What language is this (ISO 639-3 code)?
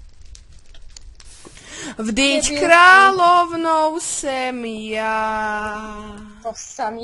slk